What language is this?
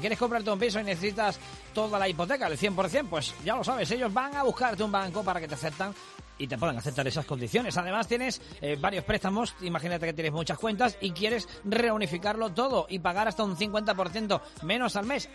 Spanish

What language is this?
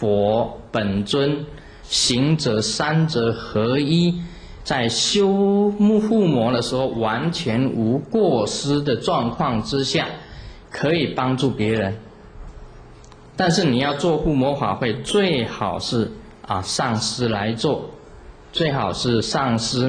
Chinese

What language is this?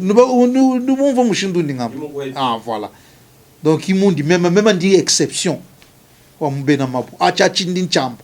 Luba-Lulua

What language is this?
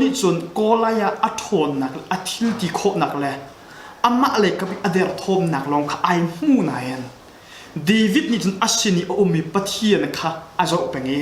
Hakha Chin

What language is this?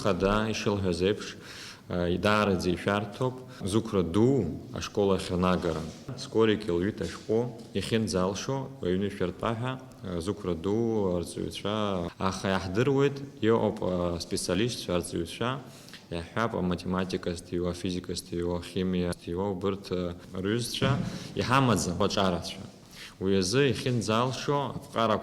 Abkhazian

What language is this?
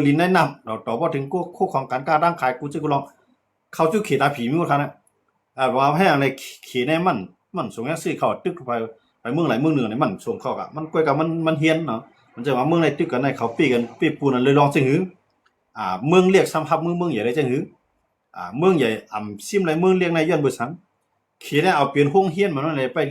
Shan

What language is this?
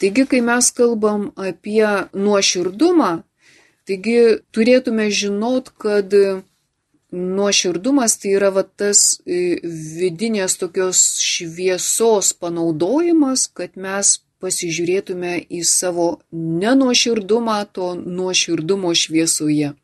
Lithuanian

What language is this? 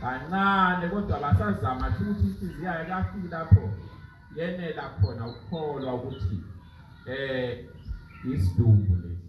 Zulu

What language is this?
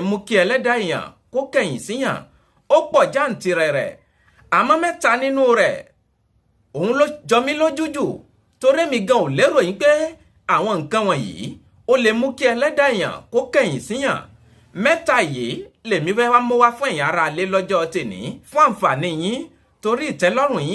Yoruba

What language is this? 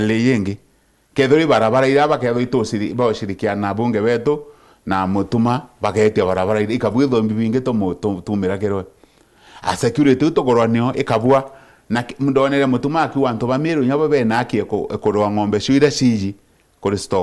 Meru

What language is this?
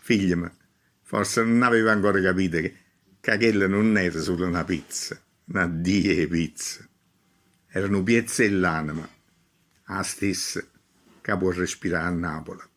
Neapolitan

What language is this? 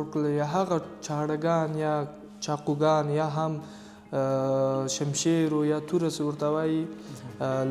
Pashto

